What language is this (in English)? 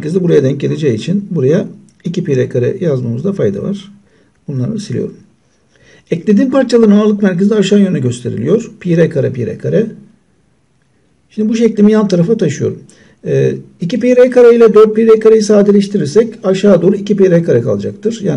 Turkish